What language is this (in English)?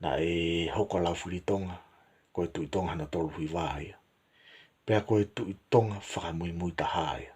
Tongan